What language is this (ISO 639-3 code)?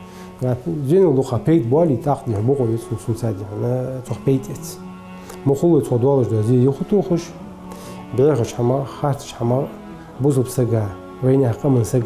inh